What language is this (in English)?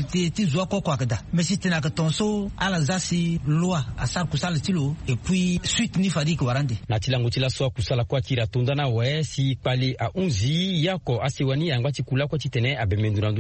Sango